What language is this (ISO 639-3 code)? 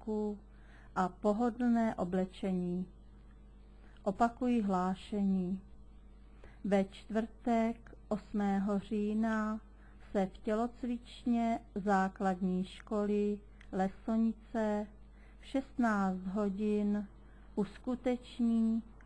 ces